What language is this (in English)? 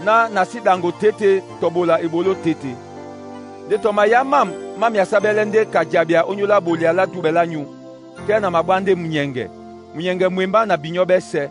Duala